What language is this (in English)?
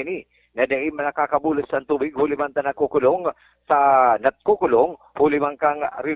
Bikol